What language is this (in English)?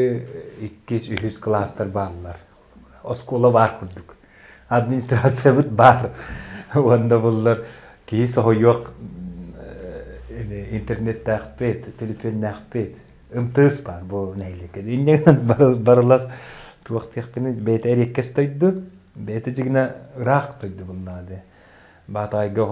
Yakut